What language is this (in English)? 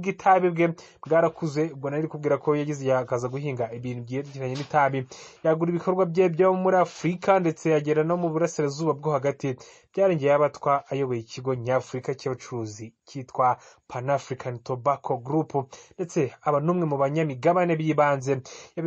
Kinyarwanda